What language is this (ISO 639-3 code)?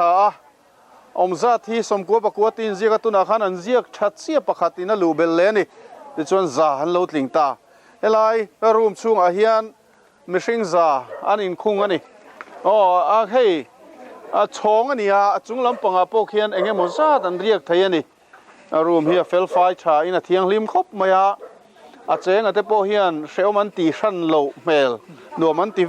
lus